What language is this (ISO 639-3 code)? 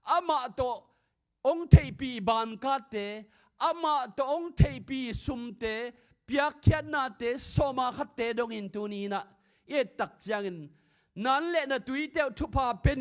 ctd